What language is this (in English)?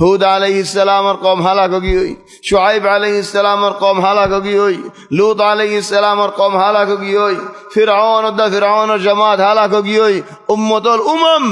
Rohingya